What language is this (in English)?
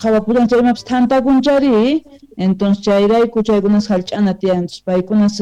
South Bolivian Quechua